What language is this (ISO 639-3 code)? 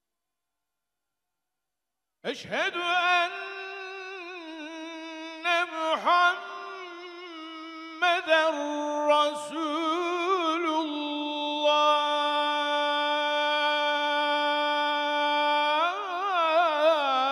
tur